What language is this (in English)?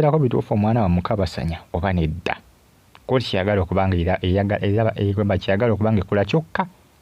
Ganda